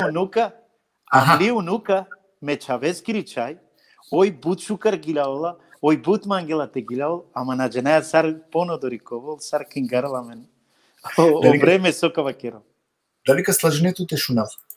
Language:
Balkan Romani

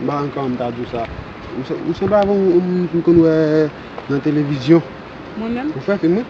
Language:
Haitian Creole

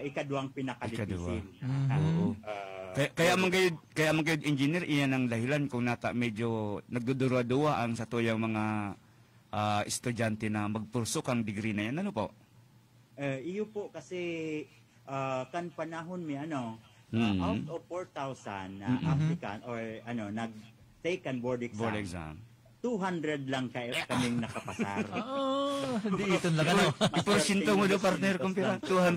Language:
Bikol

